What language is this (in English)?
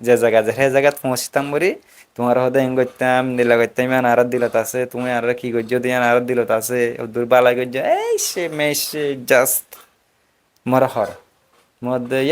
Rohingya